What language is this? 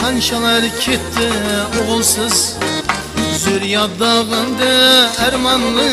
Kara-Kalpak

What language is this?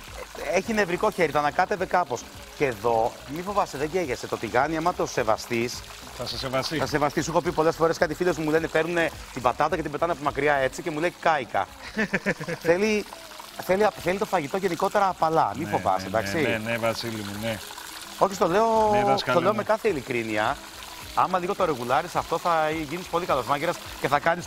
Greek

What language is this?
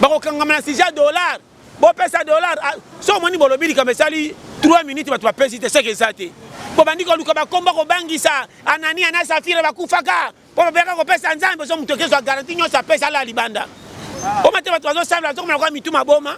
Lingala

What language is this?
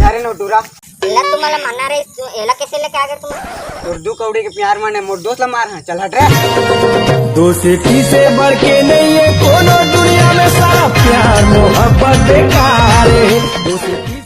Chhattisgarhi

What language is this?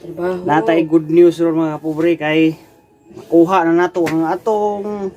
Cebuano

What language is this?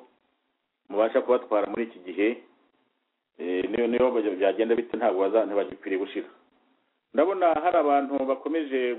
Kinyarwanda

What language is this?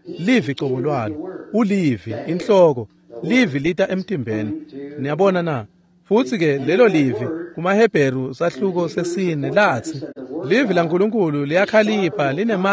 Swati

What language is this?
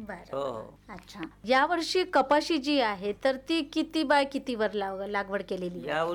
Marathi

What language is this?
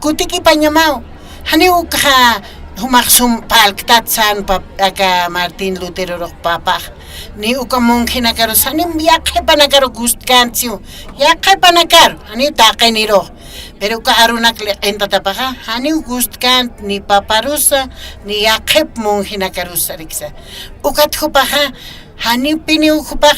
Aymara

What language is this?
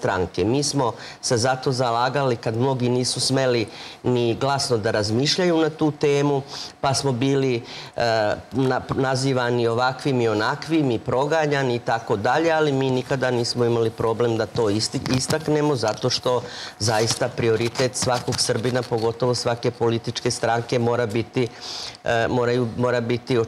Serbian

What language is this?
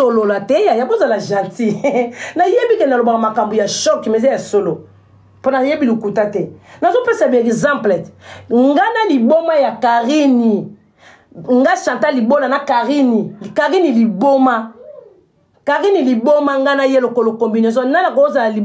Lingala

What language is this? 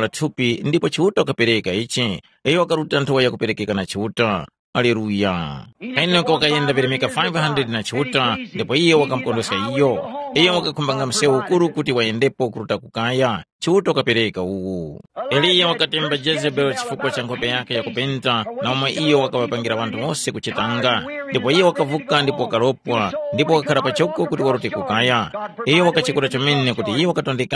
Tumbuka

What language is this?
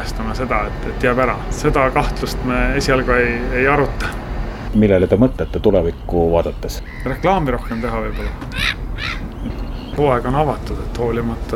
Estonian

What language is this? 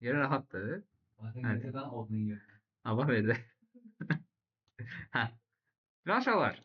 Azerbaijani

